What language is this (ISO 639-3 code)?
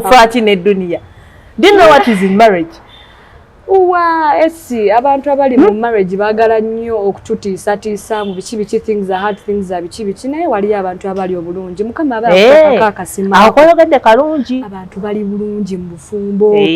lug